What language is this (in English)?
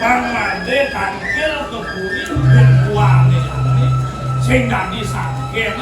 Balinese